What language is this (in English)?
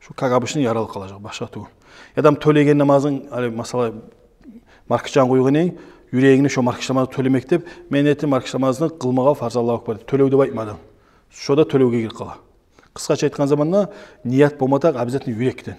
Kumyk